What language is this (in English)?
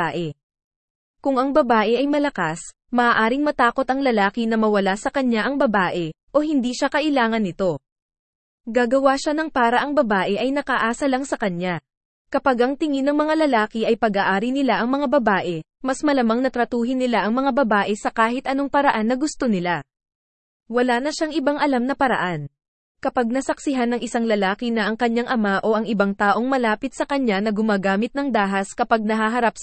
Filipino